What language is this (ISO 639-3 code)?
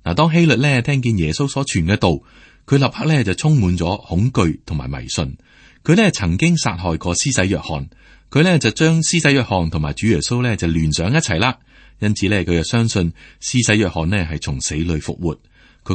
yue